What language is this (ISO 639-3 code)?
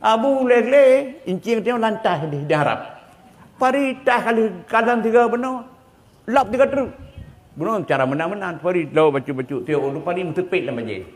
ace